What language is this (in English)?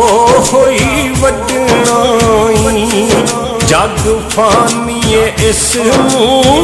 Pahari-Potwari